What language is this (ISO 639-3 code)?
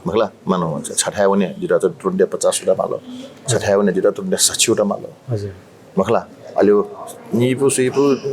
new